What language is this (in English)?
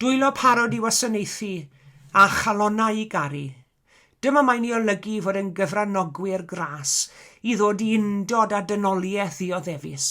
Welsh